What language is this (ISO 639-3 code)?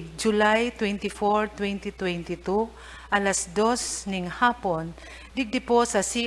bik